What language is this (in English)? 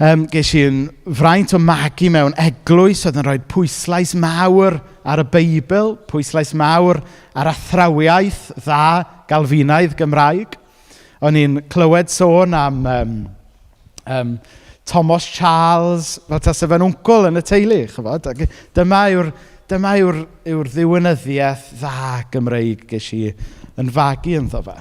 Welsh